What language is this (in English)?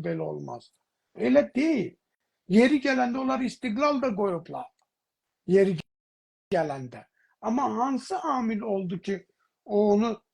South Azerbaijani